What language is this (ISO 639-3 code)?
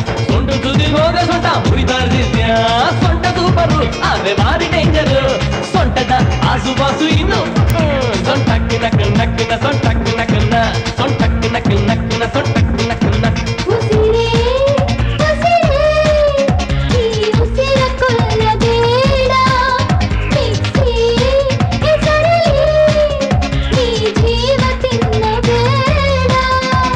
kan